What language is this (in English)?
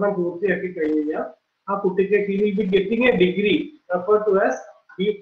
Malayalam